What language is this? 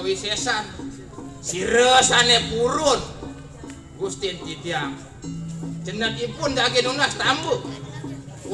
Balinese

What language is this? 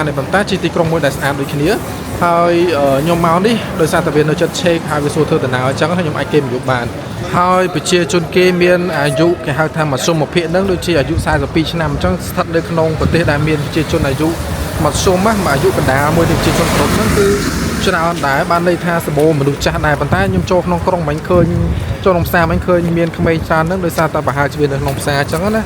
Khmer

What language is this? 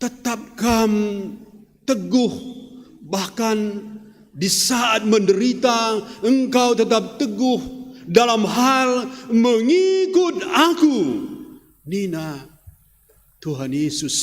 Batak Karo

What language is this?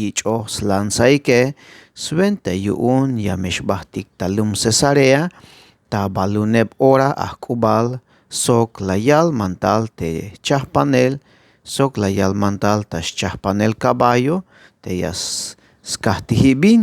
Tzeltal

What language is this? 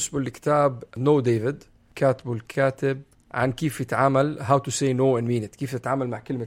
North Levantine Arabic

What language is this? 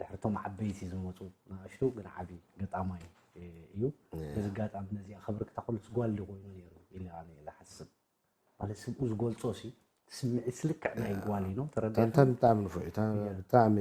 Tigrinya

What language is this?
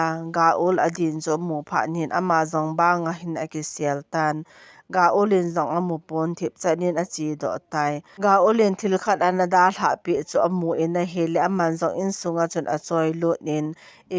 Thado Chin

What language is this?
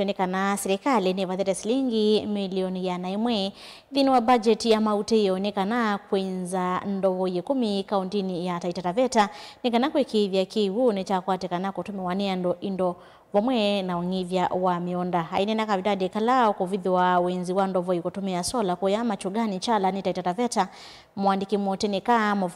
Kamba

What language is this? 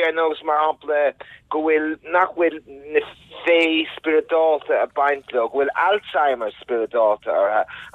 Irish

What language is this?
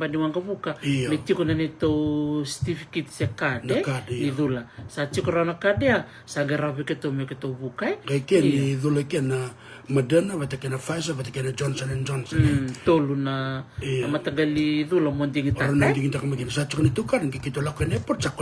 Fijian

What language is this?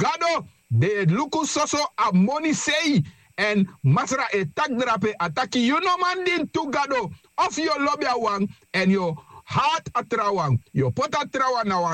Sranan Tongo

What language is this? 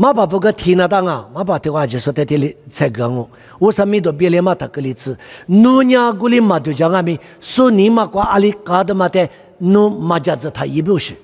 Lisu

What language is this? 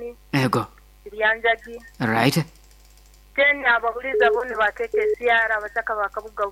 Nyoro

